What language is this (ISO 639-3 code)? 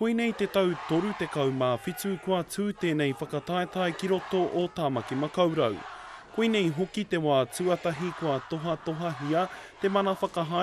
mri